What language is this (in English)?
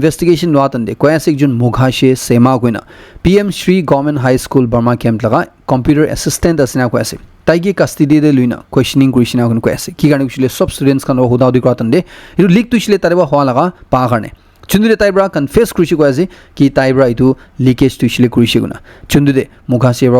Naga Pidgin